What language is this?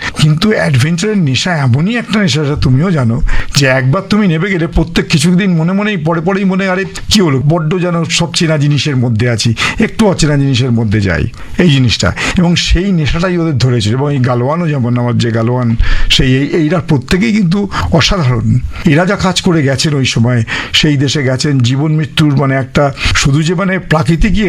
Bangla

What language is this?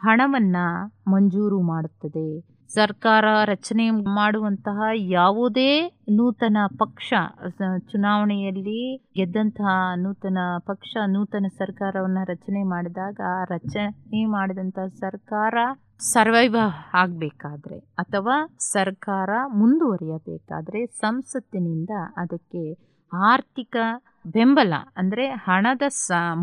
Kannada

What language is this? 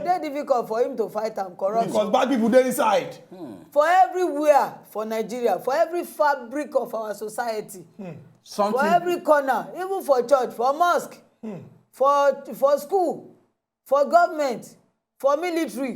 Nigerian Pidgin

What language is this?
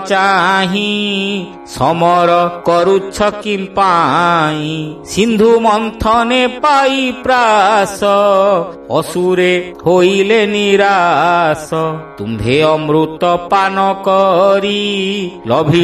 Odia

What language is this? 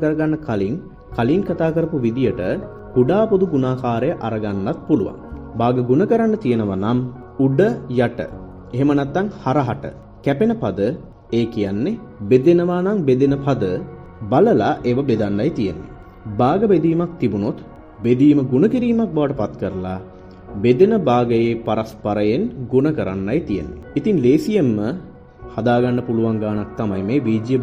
Sinhala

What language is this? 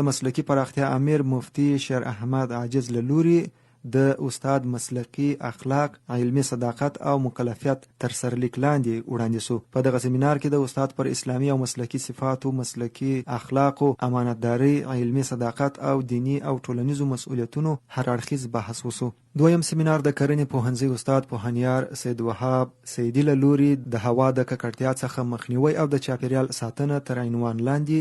Pashto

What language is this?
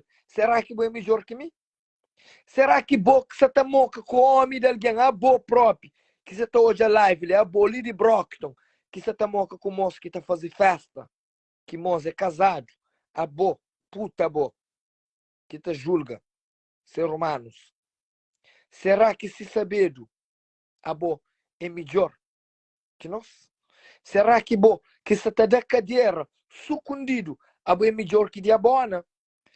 Kabuverdianu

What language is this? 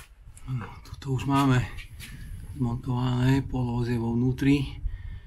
Slovak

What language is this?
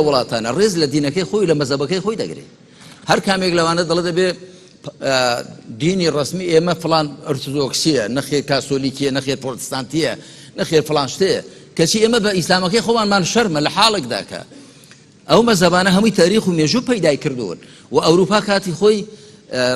Central Kurdish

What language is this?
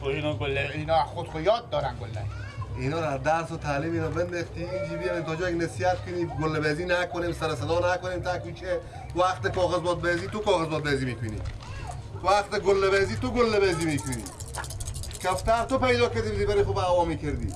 Persian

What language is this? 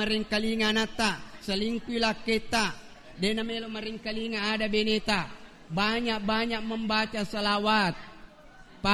Buginese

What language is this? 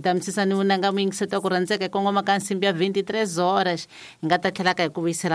Tsonga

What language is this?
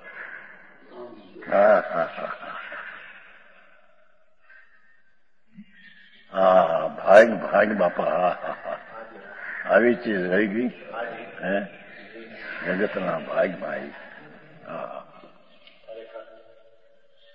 Gujarati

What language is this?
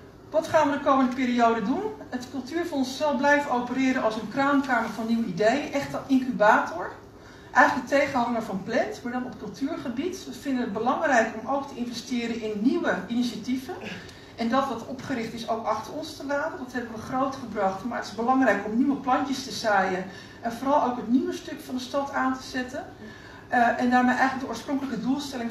Dutch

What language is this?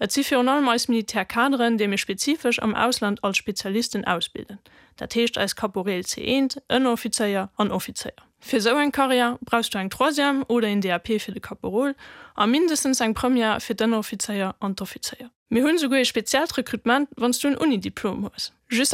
Luxembourgish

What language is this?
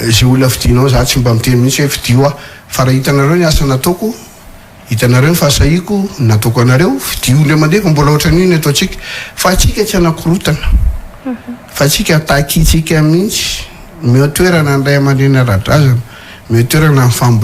Malagasy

